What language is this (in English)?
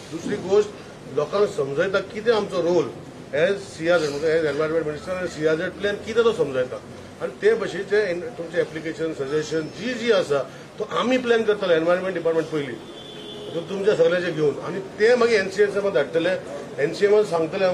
Konkani